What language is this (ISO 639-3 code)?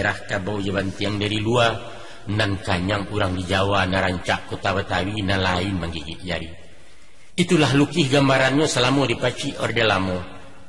min